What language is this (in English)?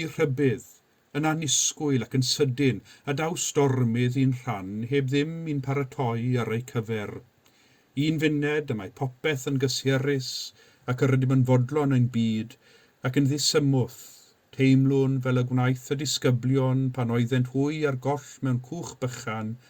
Welsh